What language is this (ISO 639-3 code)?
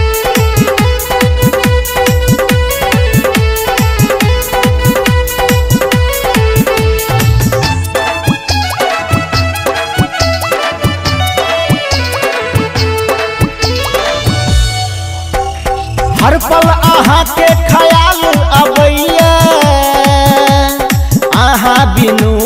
mai